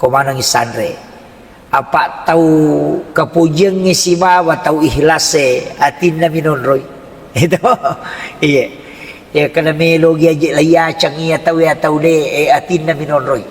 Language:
Buginese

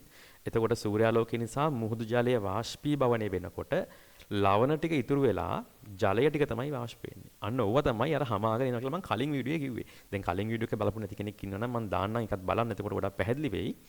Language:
Sinhala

